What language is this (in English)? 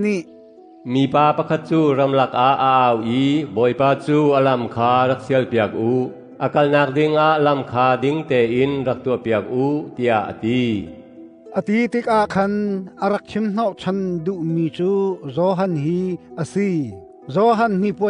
Hakha Chin